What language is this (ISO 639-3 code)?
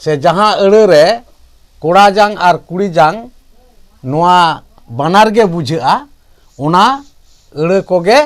sat